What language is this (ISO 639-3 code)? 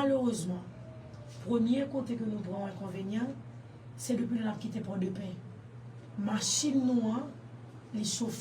hat